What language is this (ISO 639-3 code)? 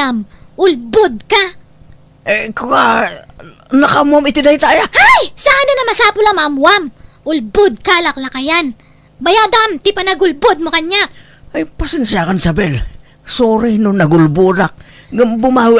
ilo